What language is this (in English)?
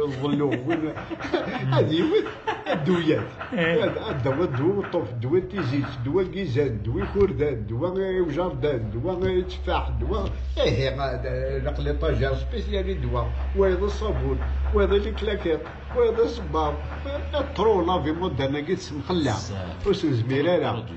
Kabyle